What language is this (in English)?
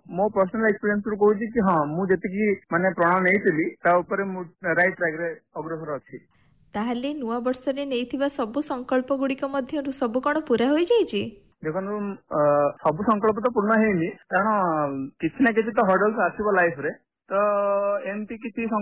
Odia